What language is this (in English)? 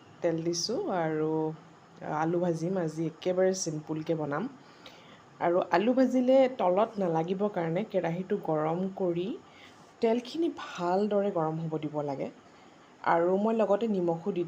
Assamese